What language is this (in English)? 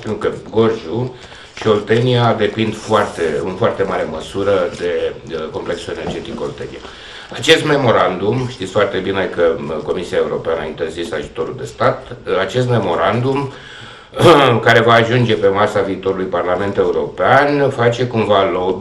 Romanian